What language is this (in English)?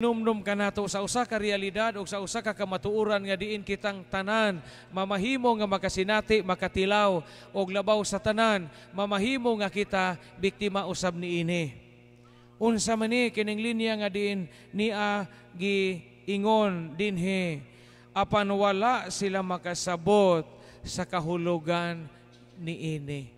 Cebuano